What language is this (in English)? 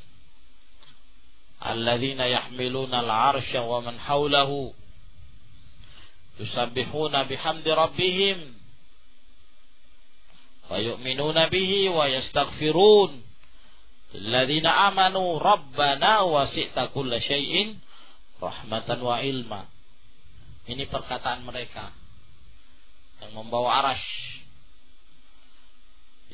Indonesian